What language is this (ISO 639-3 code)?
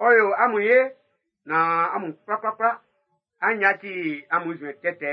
bci